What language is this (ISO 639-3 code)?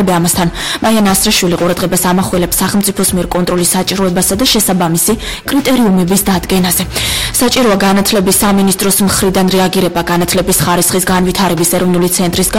kat